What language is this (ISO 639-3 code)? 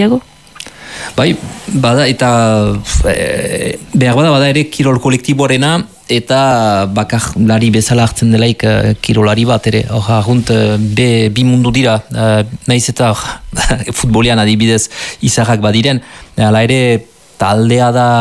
eus